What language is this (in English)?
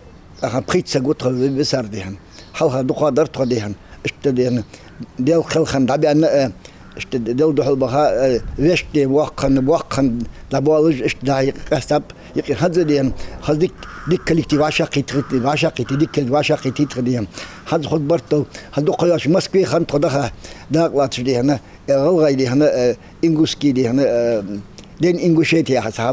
Ingush